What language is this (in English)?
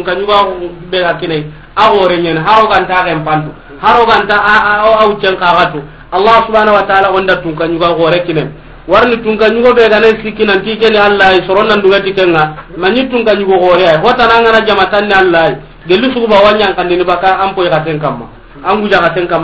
Soninke